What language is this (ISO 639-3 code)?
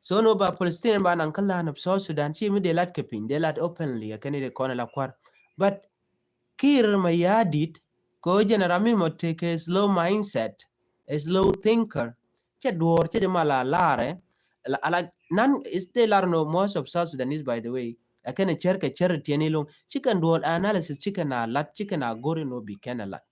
nus